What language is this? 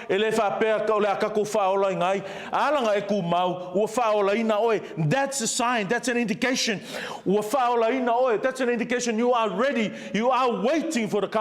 Samoan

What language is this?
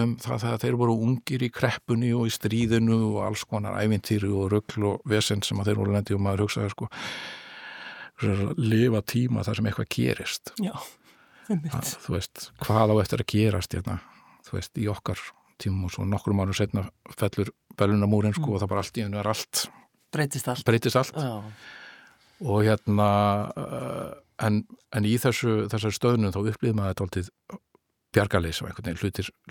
Icelandic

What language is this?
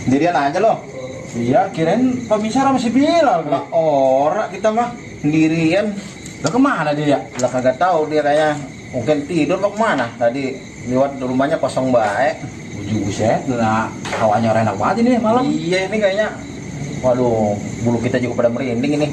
Betawi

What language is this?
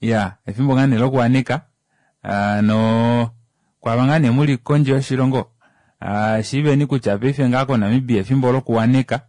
Kuanyama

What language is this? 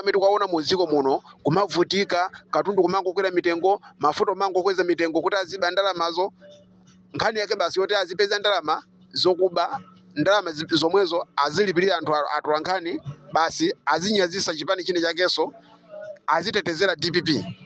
Nyanja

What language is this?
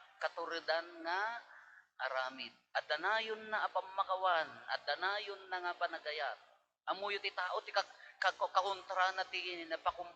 Iloko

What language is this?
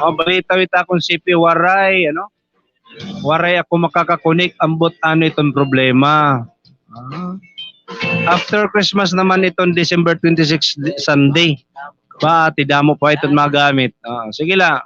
Waray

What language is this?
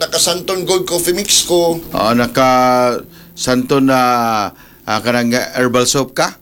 Cebuano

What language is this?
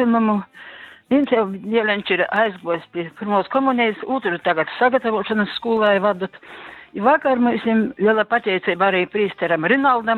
Latgalian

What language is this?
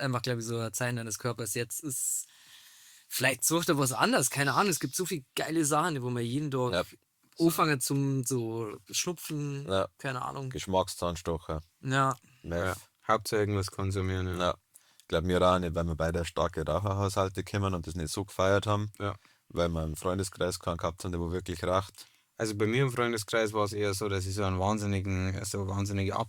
Bavarian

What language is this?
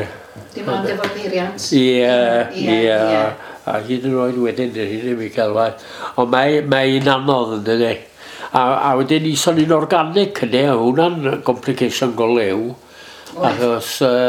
Welsh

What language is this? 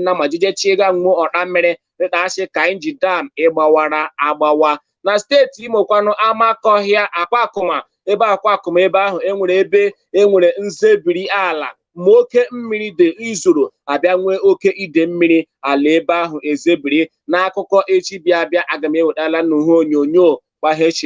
Igbo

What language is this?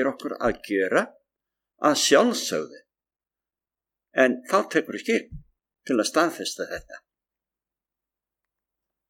Icelandic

